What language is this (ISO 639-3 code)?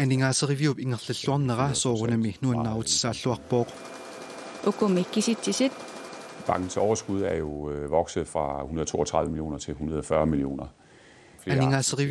kal